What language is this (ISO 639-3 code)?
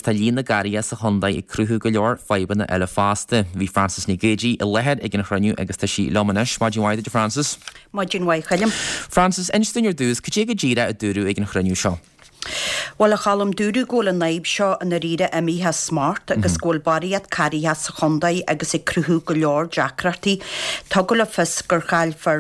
gle